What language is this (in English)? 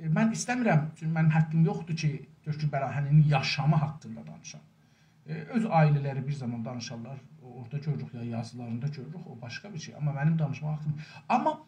South Azerbaijani